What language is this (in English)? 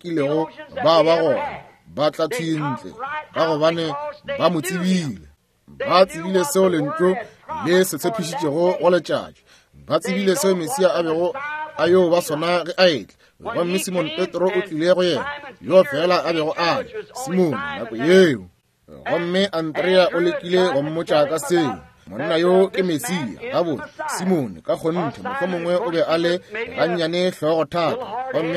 Northern Sotho